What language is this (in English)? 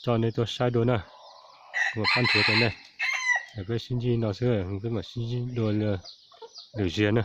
Hmong